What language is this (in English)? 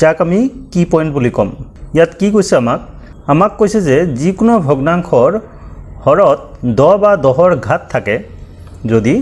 Assamese